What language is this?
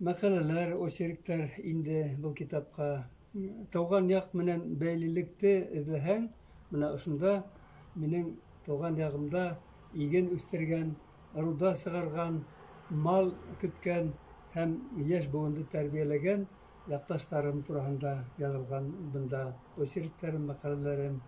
Bashkir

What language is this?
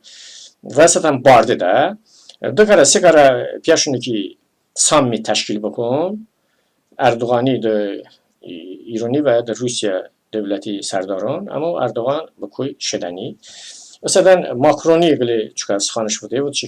Talysh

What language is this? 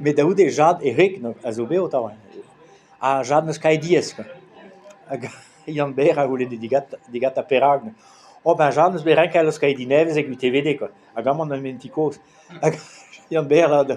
Breton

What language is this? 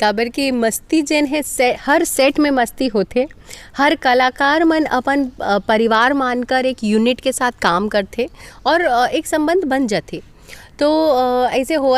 Chhattisgarhi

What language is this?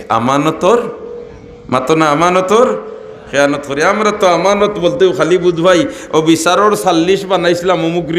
Sylheti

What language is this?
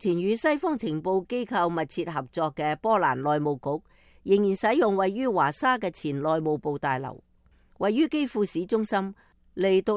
Cantonese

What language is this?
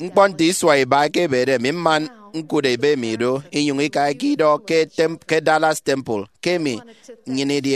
Efik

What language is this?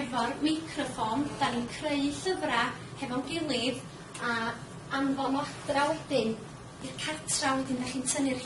Welsh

